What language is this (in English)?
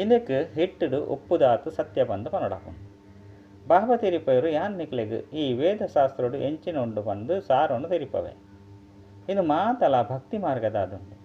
Tulu